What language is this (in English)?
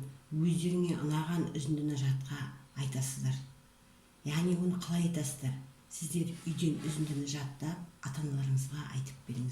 Kazakh